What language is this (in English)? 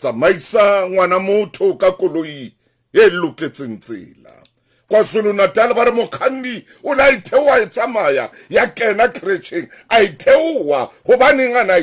Southern Sotho